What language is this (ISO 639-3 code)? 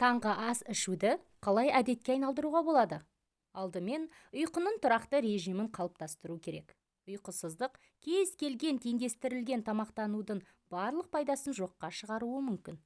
kaz